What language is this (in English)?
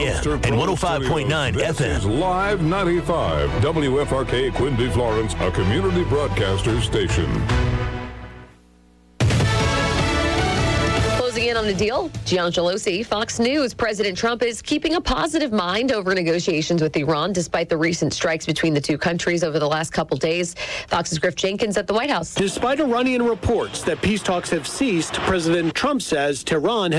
English